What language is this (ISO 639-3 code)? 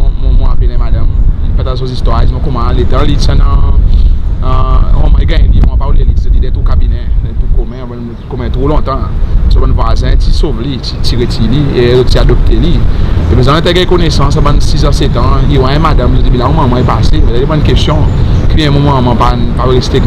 crs